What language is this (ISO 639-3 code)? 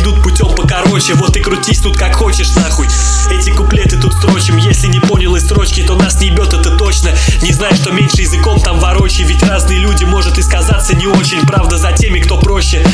rus